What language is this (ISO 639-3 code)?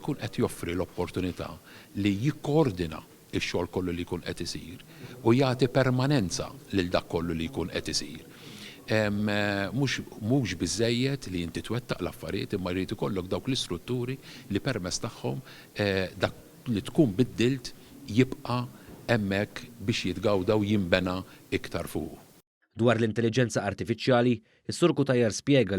mlt